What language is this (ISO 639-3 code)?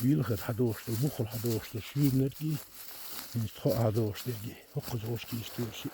che